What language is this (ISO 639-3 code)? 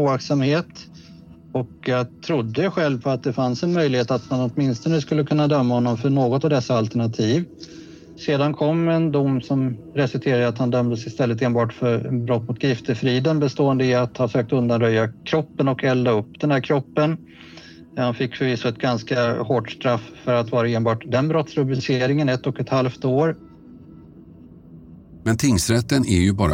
swe